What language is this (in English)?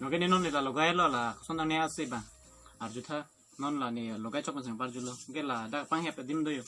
Karbi